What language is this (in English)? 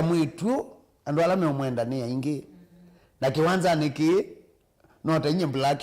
Kamba